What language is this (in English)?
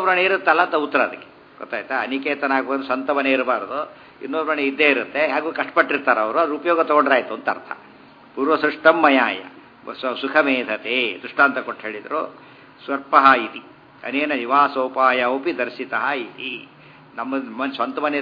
Kannada